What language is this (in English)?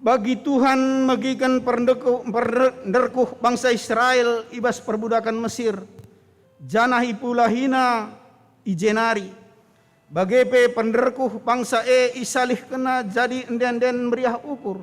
Batak Karo